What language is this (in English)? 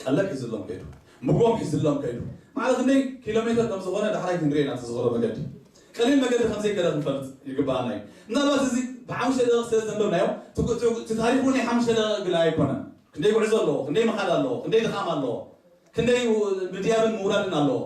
Tigrinya